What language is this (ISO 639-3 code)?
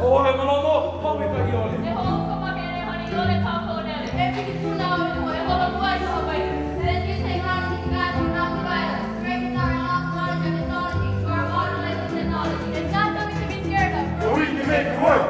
haw